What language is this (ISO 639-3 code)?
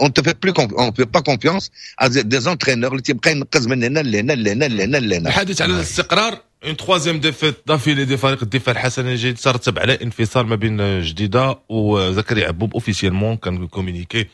ary